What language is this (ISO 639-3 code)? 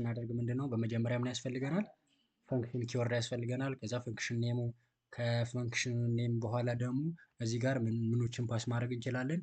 amh